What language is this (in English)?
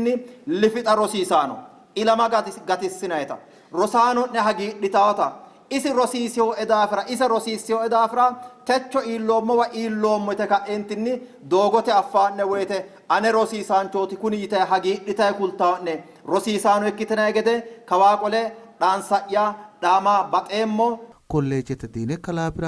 Sidamo